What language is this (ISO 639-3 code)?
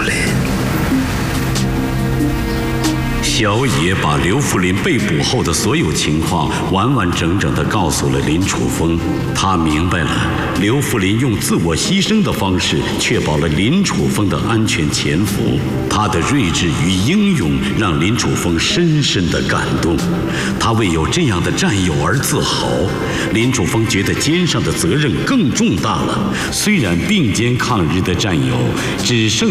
zho